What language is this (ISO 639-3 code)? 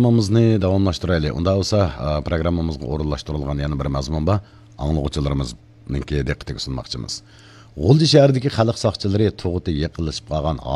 uig